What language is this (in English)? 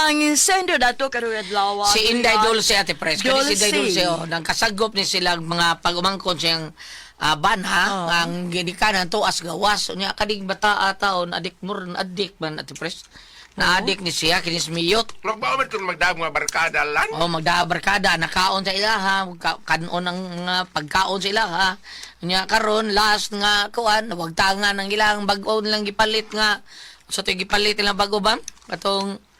Cebuano